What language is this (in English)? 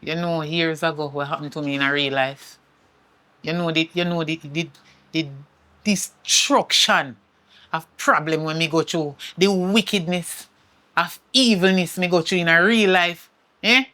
Jamaican Creole English